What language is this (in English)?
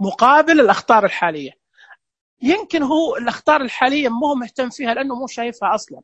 Najdi Arabic